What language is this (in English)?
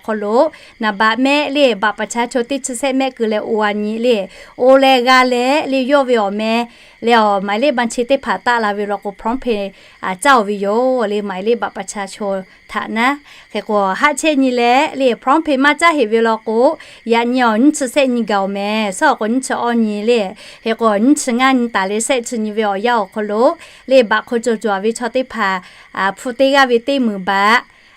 Lahu